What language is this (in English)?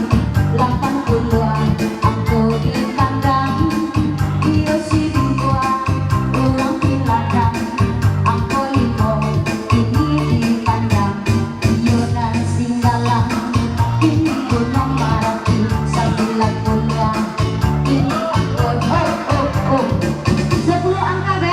Minangkabau